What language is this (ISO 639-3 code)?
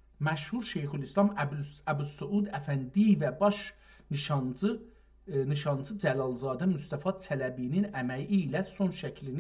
azb